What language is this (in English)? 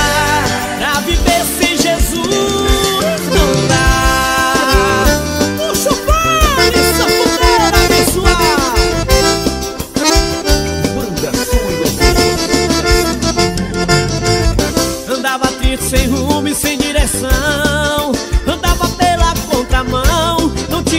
Portuguese